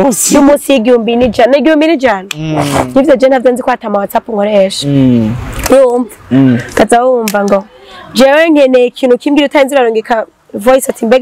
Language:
Rundi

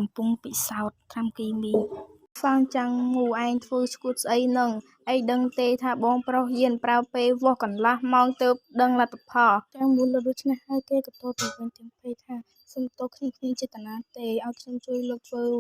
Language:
Khmer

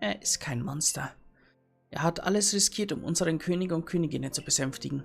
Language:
Bavarian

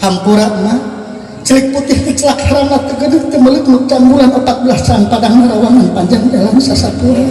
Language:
Sundanese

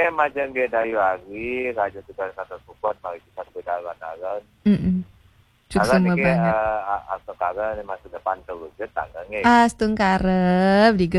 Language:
Balinese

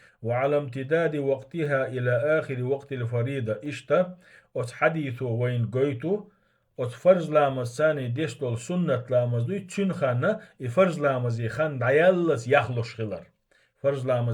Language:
Chechen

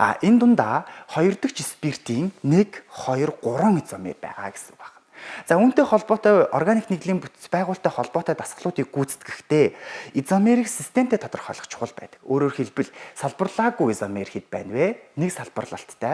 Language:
Mongolian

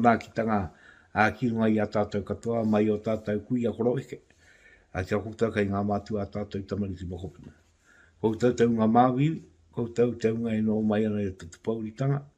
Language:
Māori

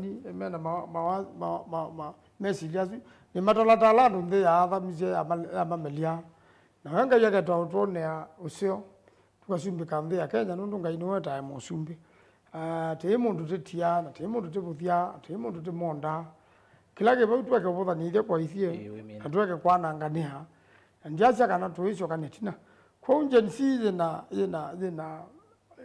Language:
Kamba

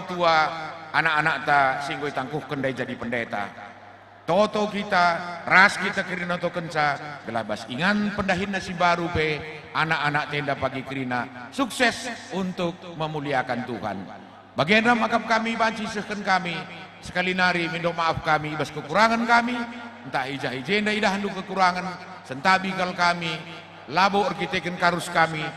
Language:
Batak Karo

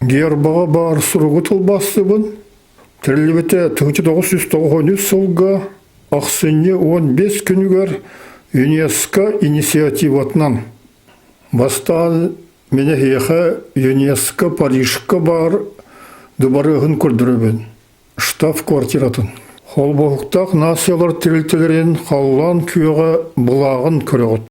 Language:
Yakut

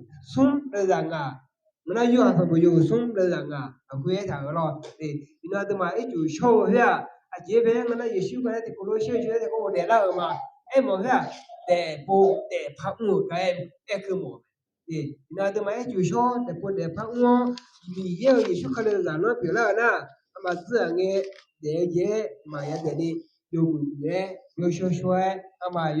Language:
Akha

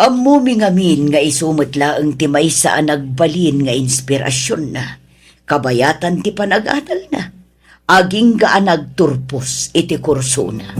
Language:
Iloko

